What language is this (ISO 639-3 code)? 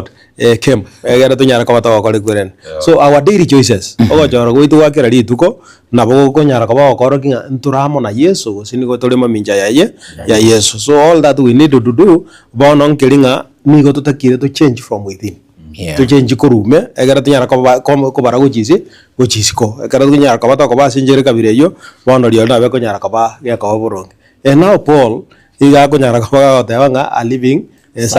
guz